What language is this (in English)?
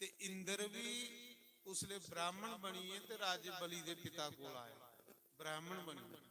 Dogri